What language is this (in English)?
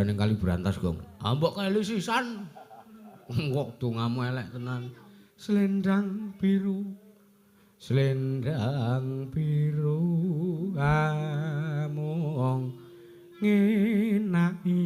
Javanese